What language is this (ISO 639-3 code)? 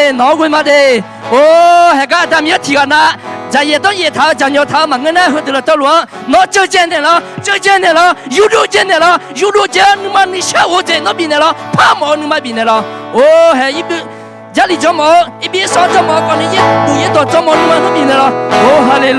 ahk